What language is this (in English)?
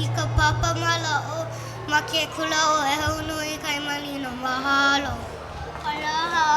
Hawaiian